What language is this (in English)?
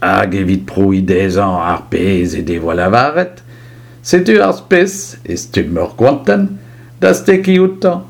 Breton